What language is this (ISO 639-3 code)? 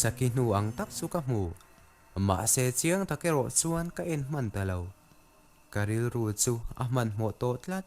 lus